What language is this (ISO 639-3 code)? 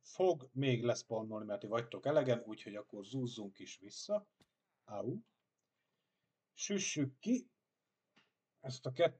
hun